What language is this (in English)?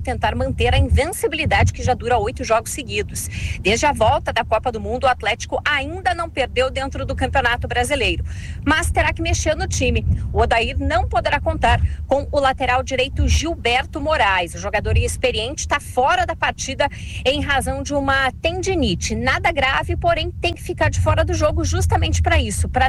Portuguese